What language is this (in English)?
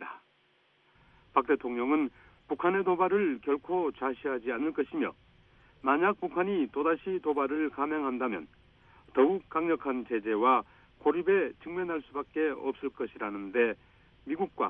Korean